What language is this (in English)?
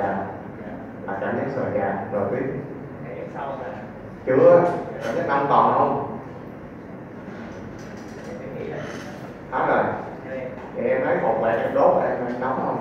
Vietnamese